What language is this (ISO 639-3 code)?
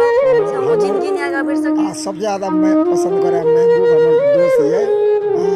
mai